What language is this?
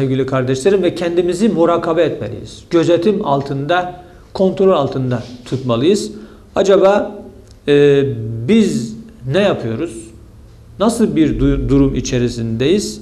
Turkish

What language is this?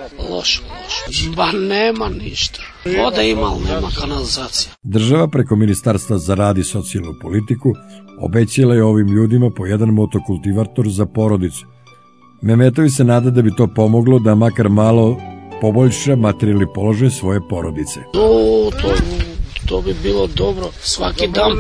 Serbian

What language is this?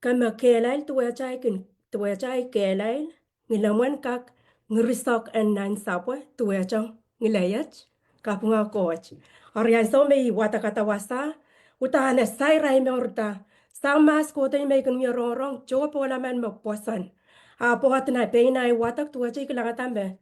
Pohnpeian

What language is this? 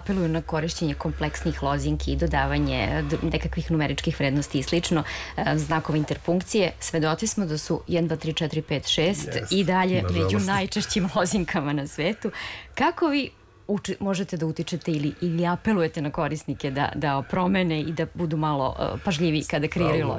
Serbian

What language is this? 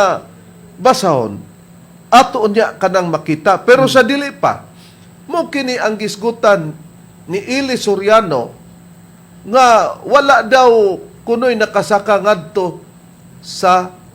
Cebuano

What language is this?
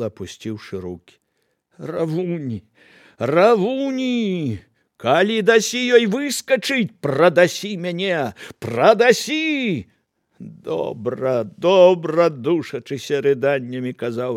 Belarusian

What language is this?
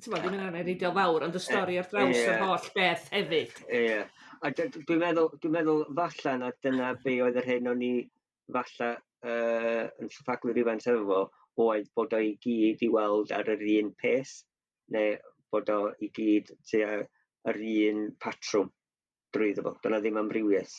Welsh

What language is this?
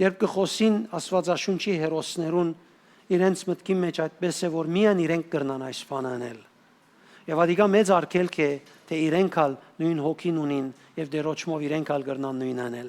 Western Armenian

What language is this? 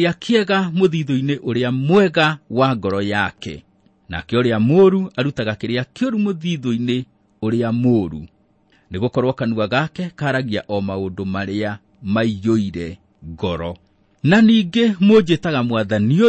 Kikuyu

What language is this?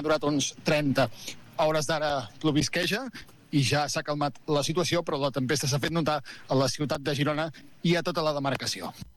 Catalan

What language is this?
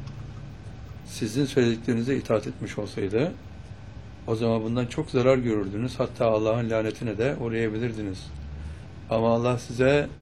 Turkish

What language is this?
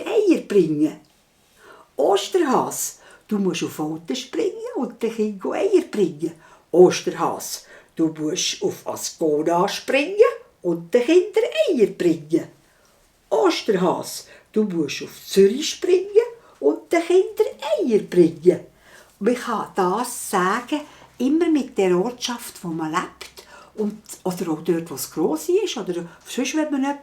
Swiss German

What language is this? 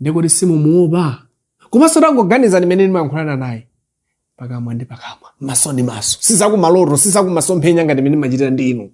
Nyanja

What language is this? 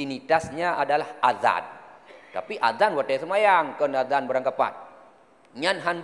Achinese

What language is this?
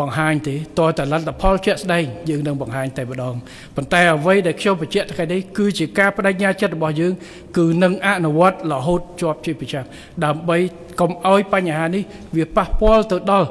Khmer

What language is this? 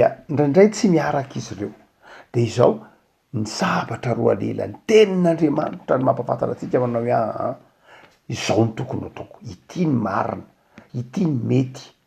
Malagasy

